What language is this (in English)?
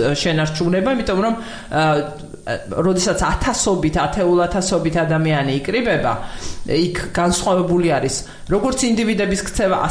Georgian